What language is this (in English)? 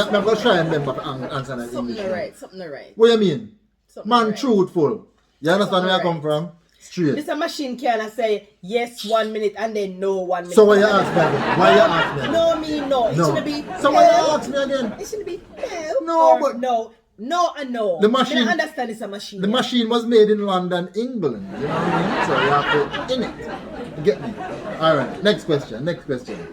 Jamaican Creole English